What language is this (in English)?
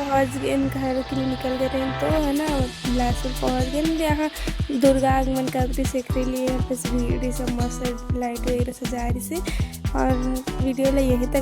Chhattisgarhi